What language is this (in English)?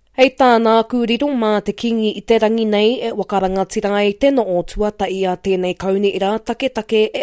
Māori